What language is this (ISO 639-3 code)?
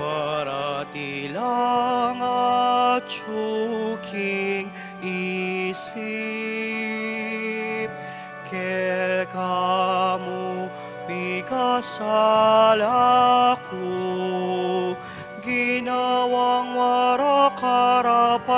pam